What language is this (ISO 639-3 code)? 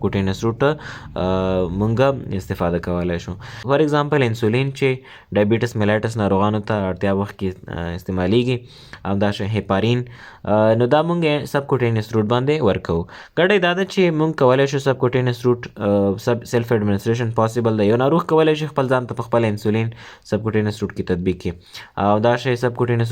pus